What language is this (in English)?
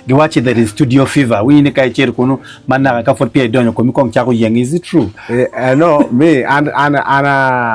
Acoli